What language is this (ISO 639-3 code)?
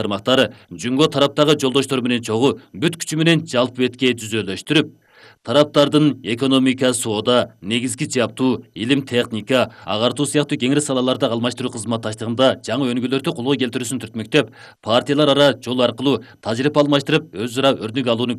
kir